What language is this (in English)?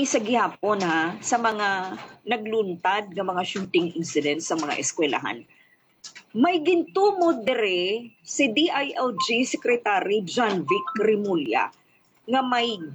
Hiligaynon